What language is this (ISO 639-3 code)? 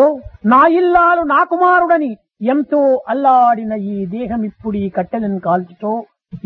tel